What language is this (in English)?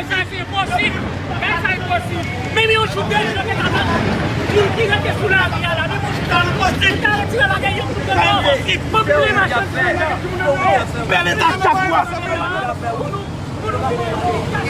Haitian Creole